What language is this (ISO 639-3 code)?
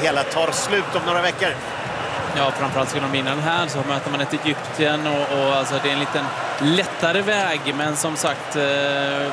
swe